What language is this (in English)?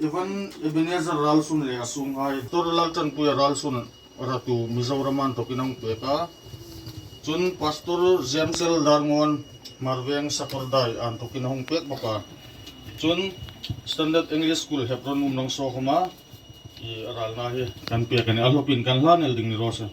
Hmar